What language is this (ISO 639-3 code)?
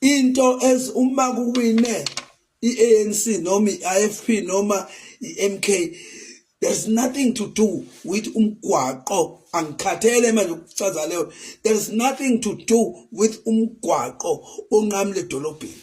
zul